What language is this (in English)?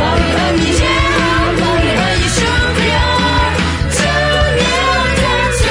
Akha